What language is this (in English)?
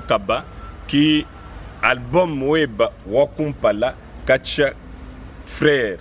Luba-Lulua